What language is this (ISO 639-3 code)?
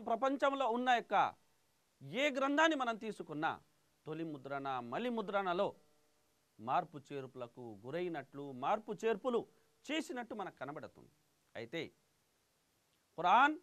tel